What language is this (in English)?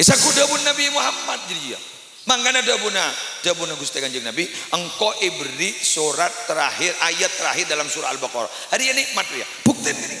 Madurese